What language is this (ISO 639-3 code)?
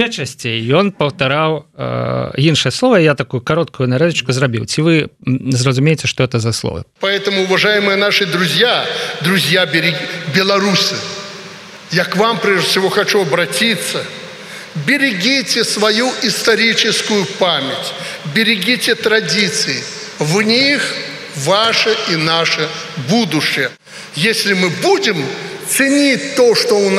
bel